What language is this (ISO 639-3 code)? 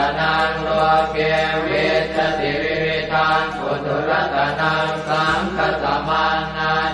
pli